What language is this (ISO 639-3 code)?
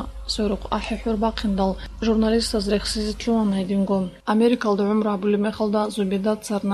ava